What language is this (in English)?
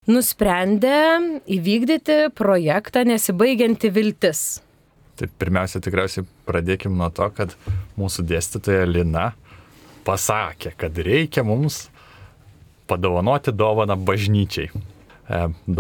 Lithuanian